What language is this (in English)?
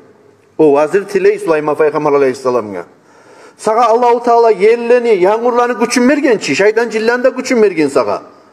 Kumyk